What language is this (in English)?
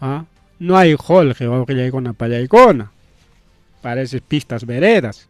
Ayacucho Quechua